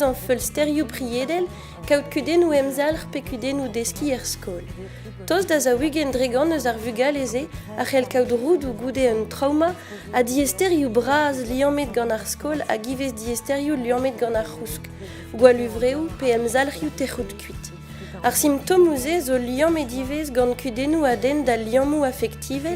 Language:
Breton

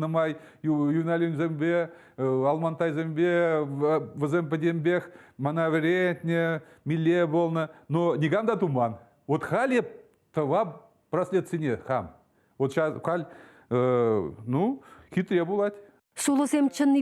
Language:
Chuvash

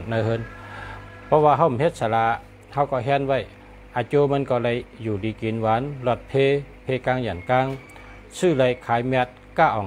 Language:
Shan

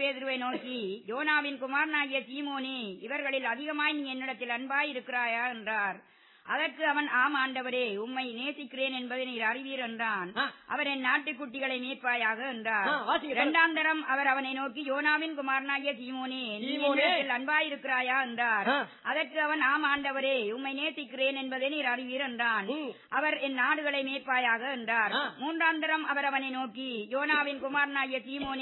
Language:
Tamil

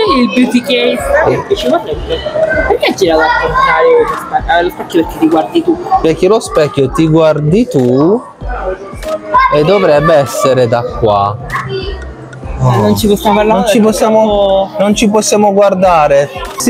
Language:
Italian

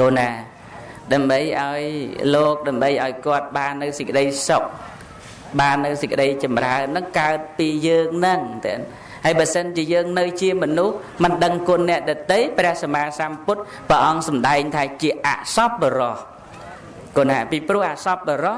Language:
Khmer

